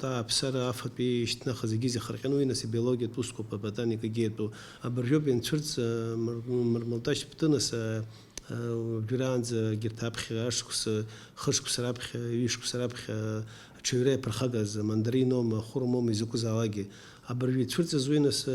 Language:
Abkhazian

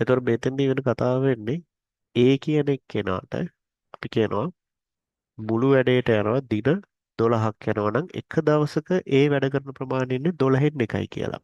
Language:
Sinhala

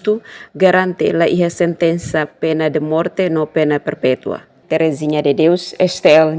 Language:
Tetum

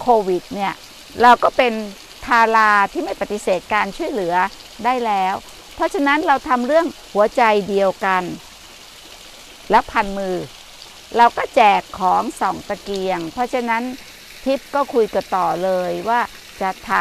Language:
Thai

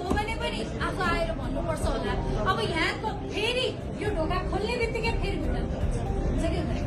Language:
Nepali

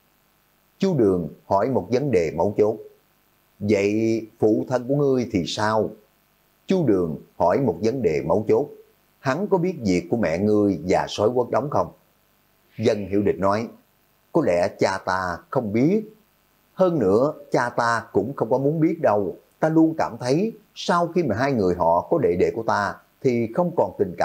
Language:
Vietnamese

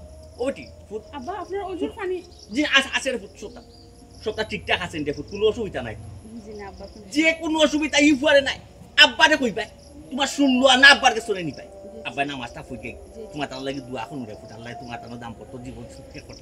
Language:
Sylheti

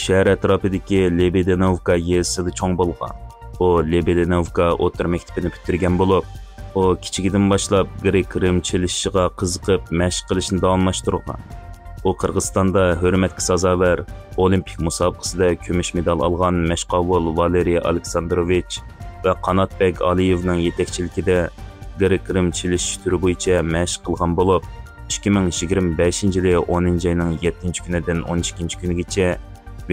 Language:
Uyghur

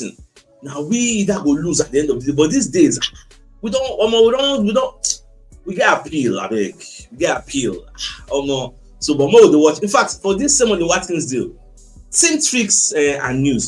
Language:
Nigerian Pidgin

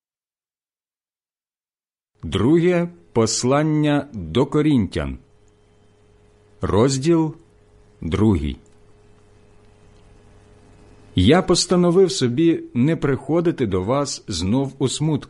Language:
Ukrainian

